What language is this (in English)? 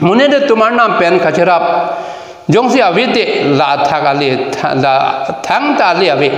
Karbi